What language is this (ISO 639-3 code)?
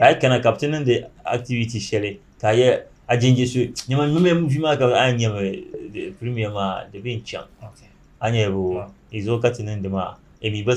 dag